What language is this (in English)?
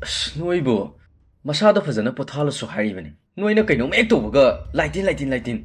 Manipuri